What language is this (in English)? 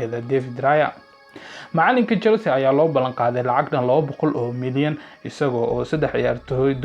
Somali